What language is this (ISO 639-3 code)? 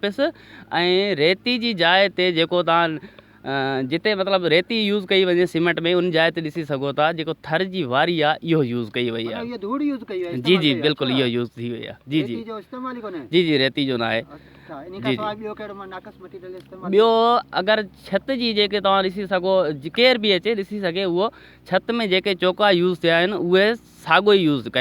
snd